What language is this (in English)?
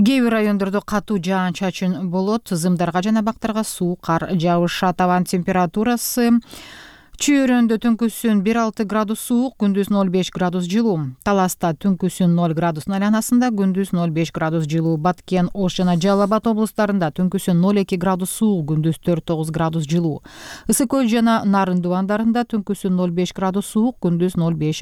Kyrgyz